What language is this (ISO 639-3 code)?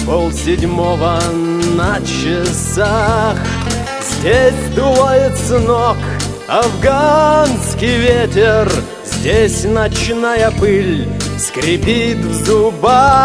rus